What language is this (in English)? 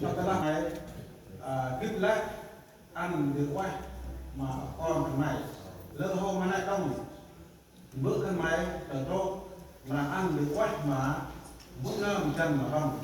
Central Mnong